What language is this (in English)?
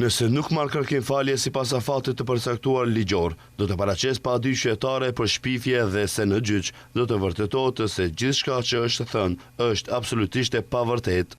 Albanian